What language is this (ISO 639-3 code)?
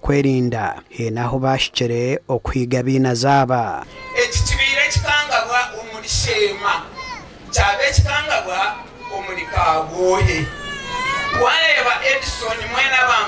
nyn